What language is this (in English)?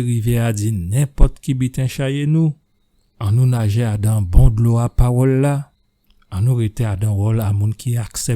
Guadeloupean Creole French